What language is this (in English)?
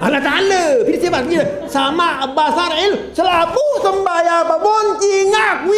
Sasak